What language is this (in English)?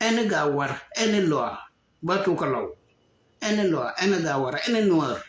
Nuer